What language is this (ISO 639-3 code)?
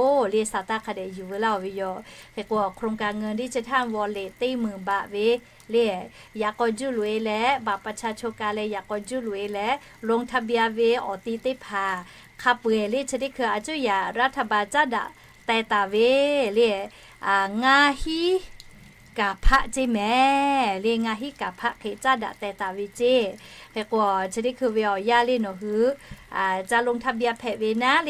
lhu